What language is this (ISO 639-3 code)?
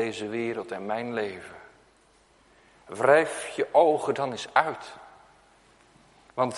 nld